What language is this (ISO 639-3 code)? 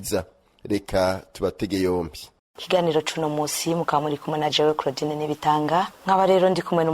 run